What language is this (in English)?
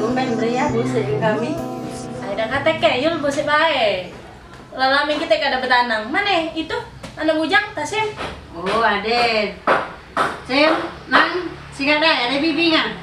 Musi